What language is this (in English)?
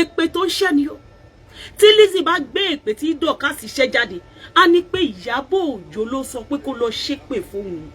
Yoruba